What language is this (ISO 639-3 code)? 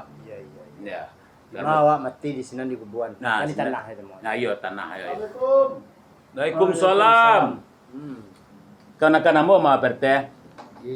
min